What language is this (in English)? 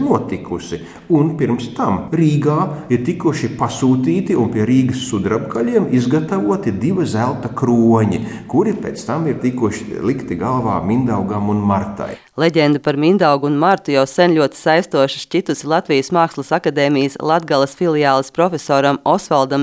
Latvian